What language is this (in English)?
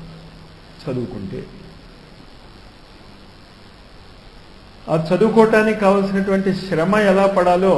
Telugu